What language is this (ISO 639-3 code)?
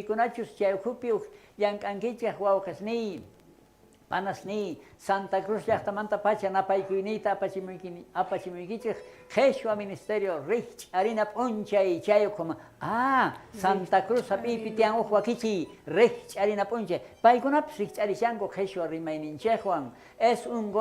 quh